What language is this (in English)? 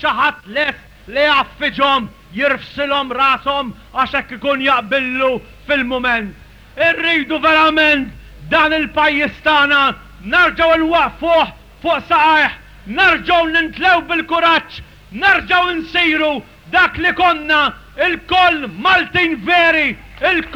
Maltese